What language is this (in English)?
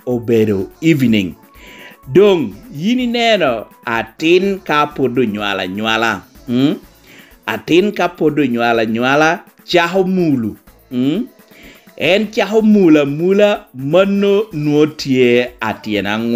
Lango (Uganda)